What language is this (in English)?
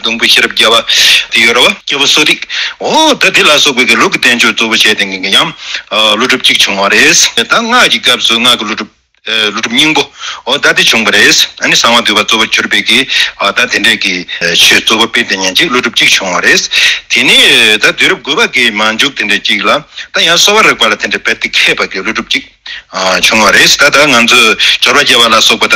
Tibetan